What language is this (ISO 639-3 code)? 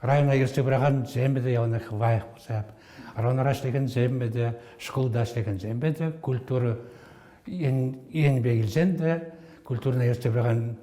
chv